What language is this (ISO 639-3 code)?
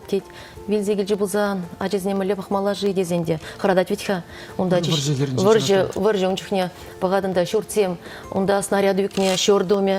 chv